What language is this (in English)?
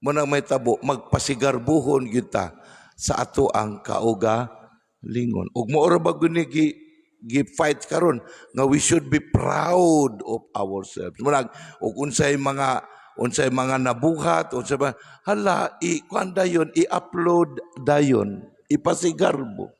Cebuano